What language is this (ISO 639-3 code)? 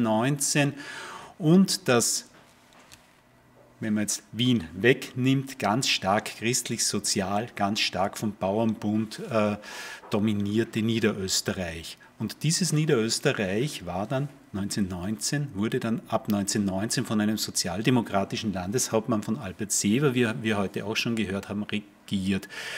deu